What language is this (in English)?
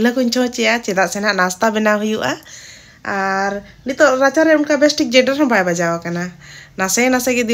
Santali